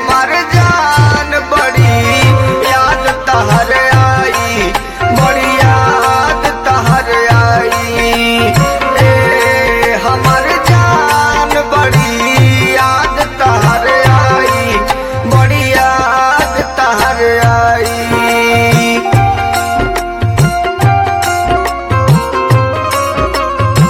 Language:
Bhojpuri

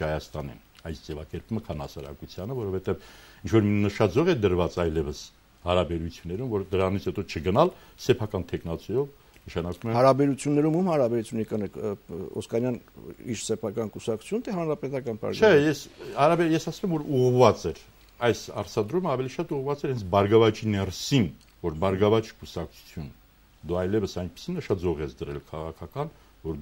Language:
Armenian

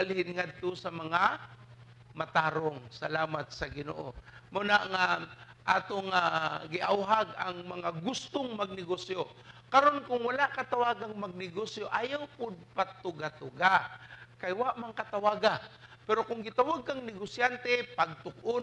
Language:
Cebuano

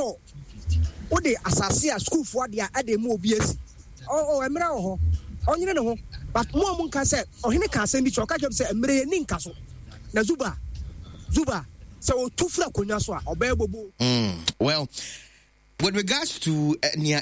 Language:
Akan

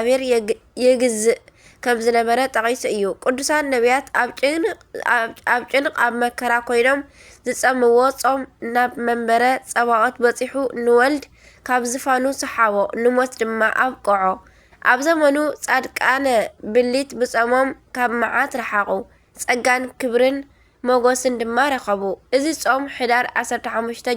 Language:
Tigrinya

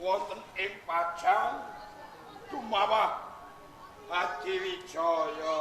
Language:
Javanese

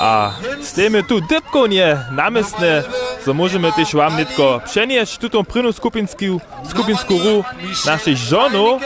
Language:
Upper Sorbian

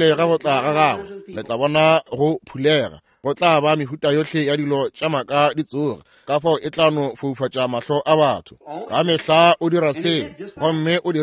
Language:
Northern Sotho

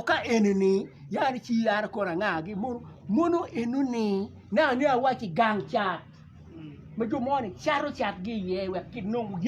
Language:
Acoli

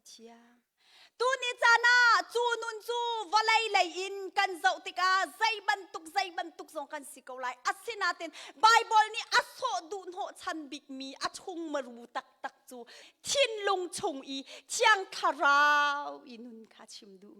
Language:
Hakha Chin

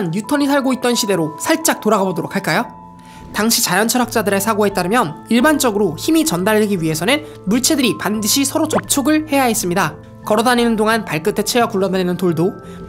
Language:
Korean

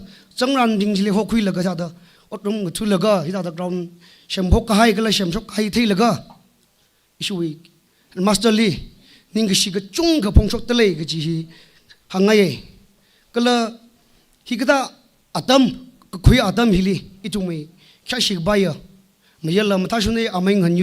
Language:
Tangkhul Naga (India)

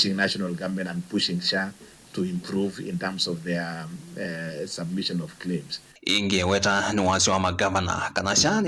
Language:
Kamba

